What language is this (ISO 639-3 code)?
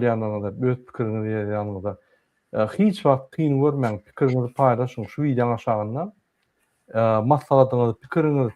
tuk